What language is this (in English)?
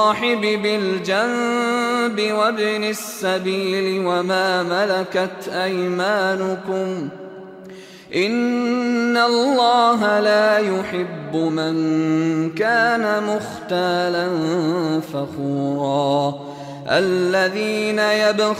Arabic